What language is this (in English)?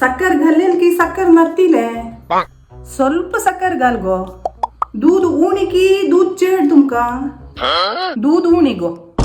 Konkani